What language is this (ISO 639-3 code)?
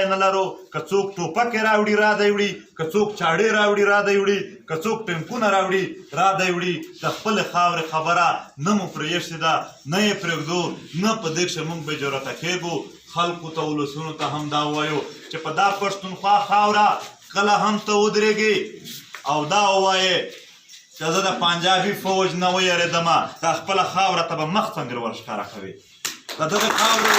pus